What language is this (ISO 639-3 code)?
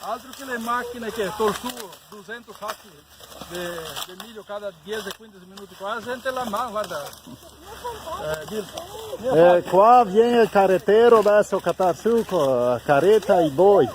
vec